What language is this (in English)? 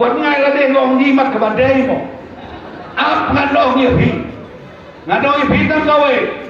Khasi